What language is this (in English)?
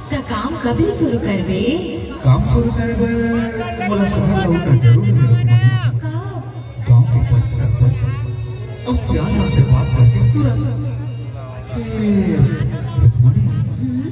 Chhattisgarhi